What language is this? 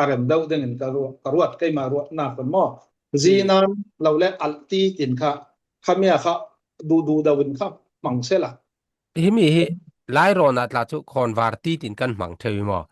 Falam Chin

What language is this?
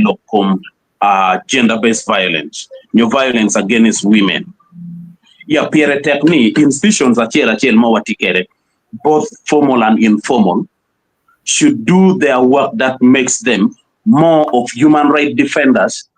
Acoli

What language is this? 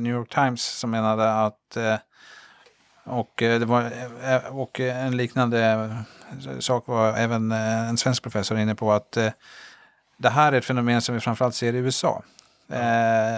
Swedish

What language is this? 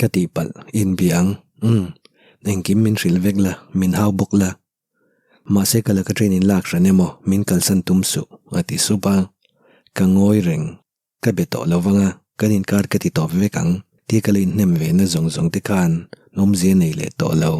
Mizo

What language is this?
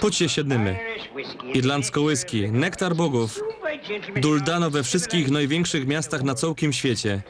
Silesian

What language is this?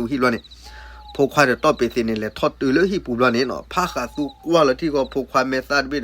S'gaw Karen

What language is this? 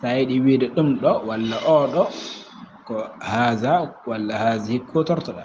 Fula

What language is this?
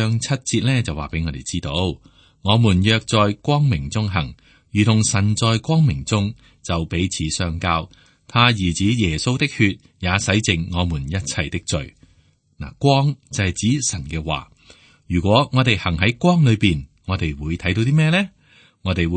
Cantonese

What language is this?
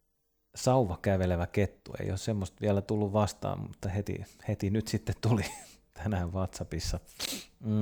Finnish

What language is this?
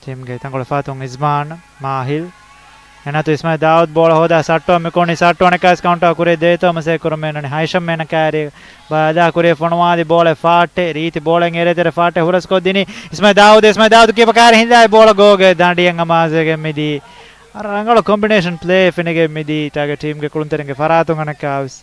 Divehi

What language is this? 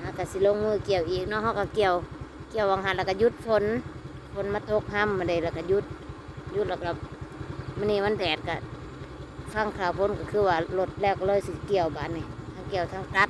Northeastern Thai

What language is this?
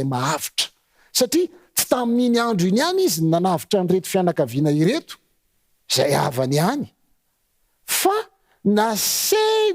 Malagasy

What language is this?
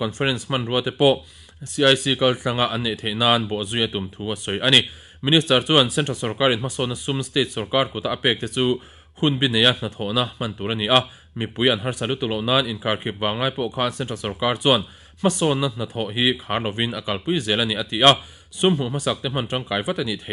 Mizo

